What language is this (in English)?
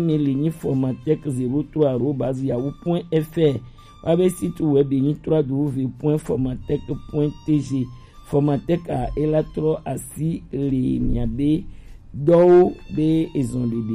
Gen